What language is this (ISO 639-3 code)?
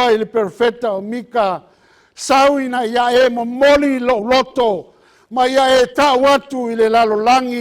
smo